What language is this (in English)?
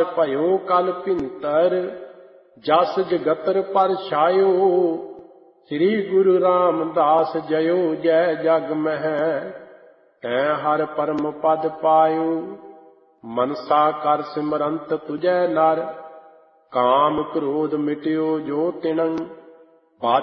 Punjabi